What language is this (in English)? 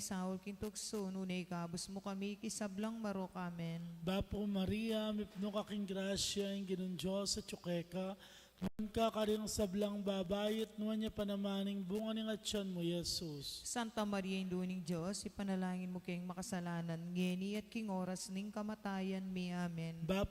Pampanga